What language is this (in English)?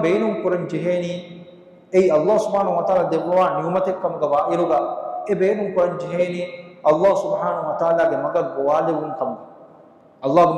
Divehi